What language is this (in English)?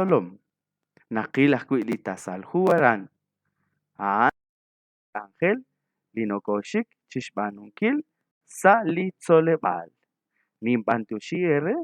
Kekchí